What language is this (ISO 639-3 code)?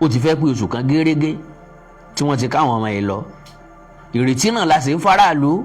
yor